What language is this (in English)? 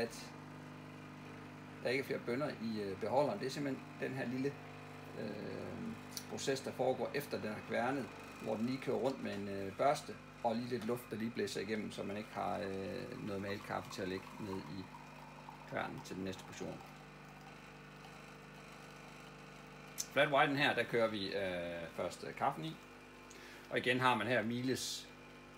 Danish